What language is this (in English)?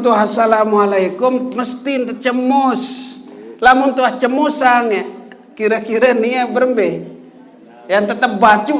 Sasak